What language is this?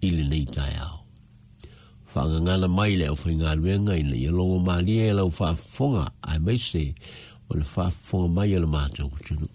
Samoan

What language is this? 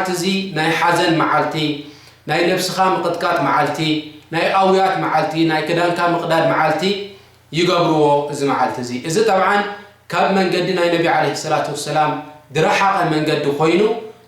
Tigrinya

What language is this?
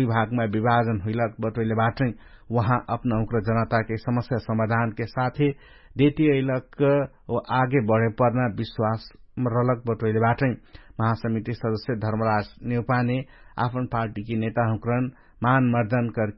Dangaura Tharu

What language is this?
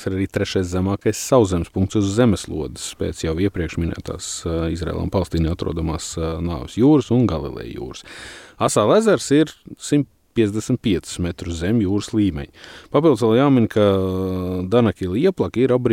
Latvian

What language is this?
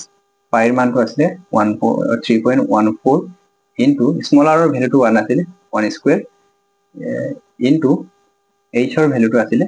Assamese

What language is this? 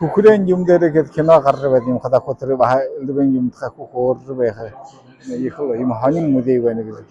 Buriat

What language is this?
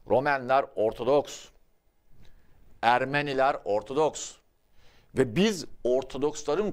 Turkish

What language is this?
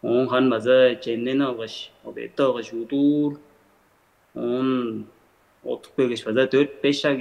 Tuvinian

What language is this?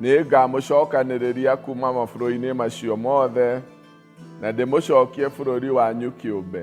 Kikuyu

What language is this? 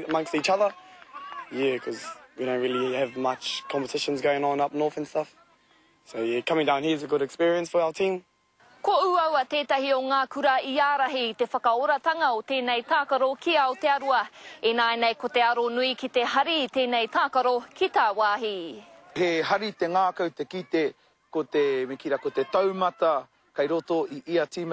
Māori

